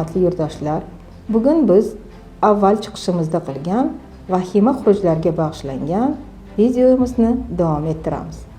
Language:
Uzbek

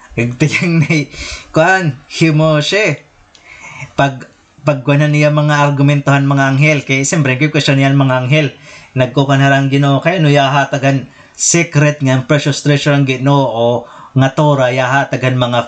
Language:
Waray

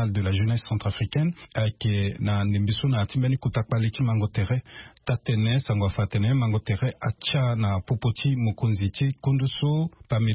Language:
Sango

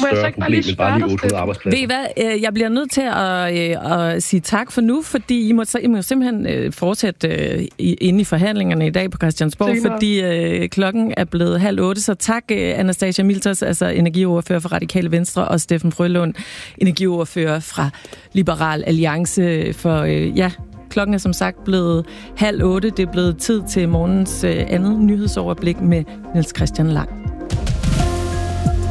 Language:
Danish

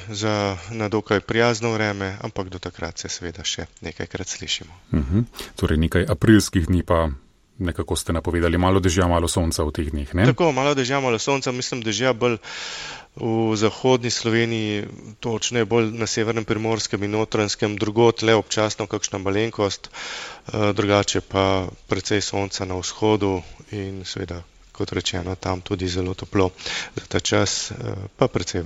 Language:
Slovenian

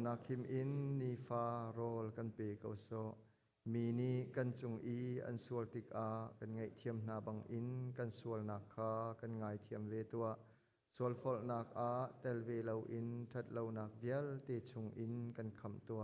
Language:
Hakha Chin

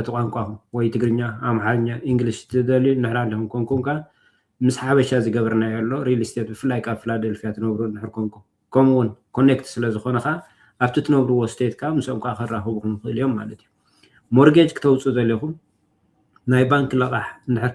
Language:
Tigrinya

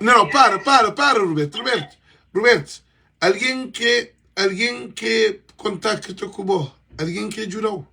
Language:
Kabuverdianu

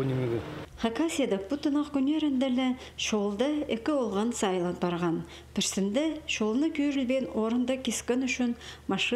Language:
Khakas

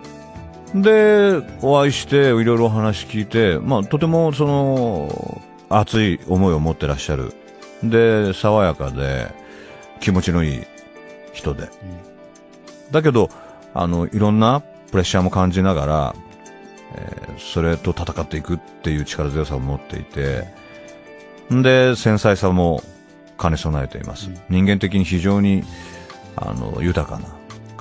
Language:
Japanese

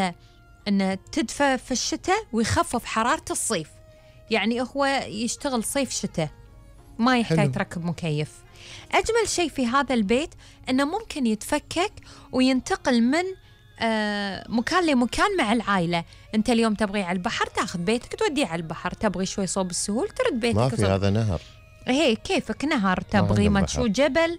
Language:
Gulf Arabic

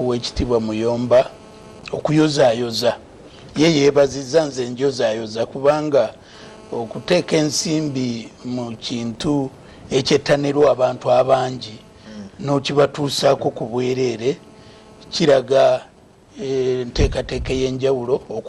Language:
Ganda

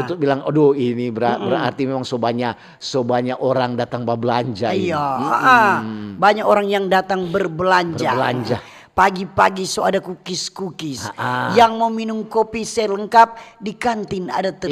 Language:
Manado Malay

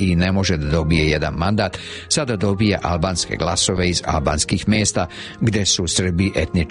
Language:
Serbian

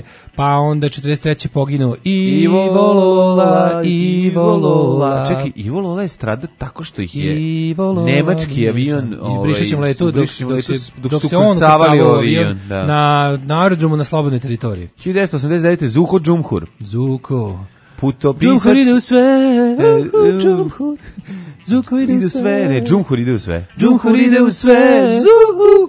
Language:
Serbian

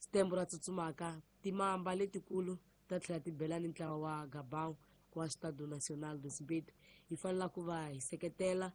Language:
Tsonga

